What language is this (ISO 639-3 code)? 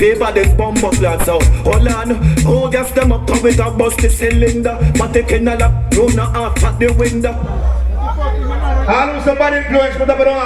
jam